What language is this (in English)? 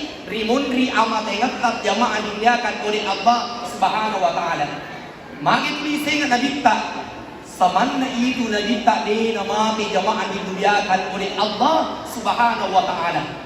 Buginese